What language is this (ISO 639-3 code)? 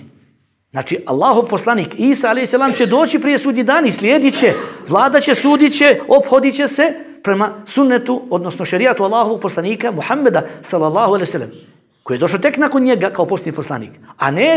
bos